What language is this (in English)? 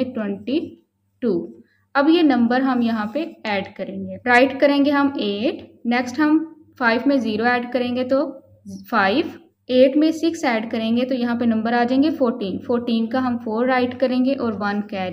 Hindi